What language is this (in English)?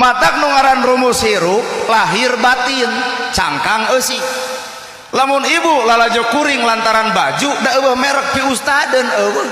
Sundanese